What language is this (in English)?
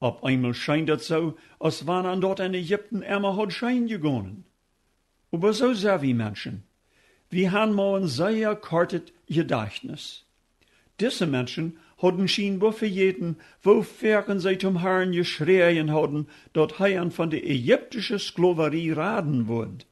Plautdietsch